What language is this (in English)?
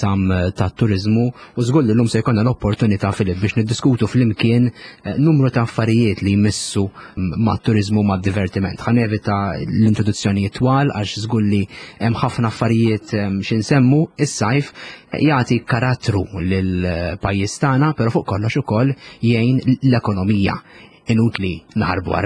Maltese